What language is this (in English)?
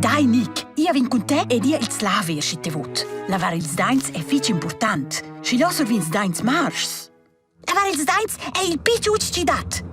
Romansh